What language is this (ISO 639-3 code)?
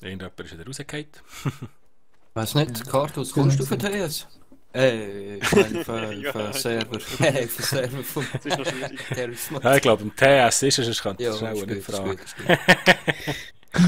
gsw